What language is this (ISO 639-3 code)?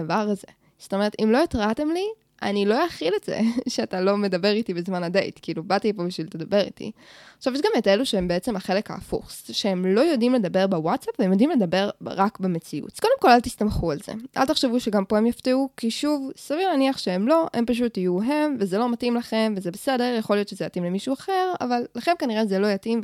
heb